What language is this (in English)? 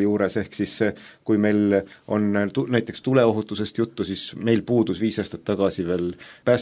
Estonian